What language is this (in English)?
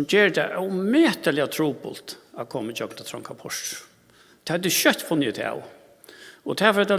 Faroese